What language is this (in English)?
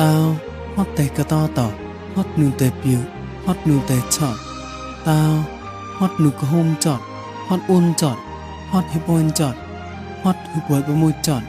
Mon